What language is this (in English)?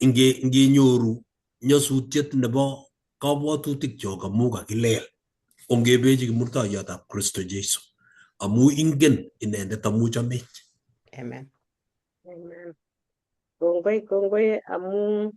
Kalenjin